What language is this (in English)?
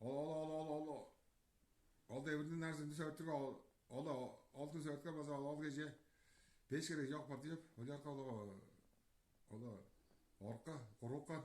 Tuvinian